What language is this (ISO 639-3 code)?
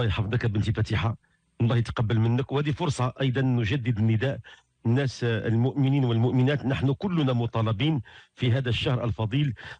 ary